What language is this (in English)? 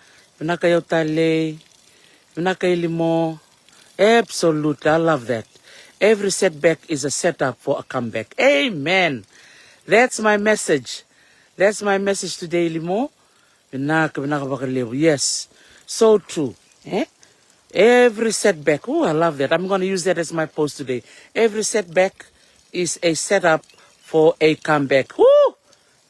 Fijian